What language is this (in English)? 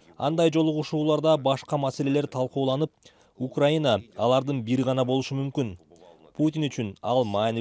Kyrgyz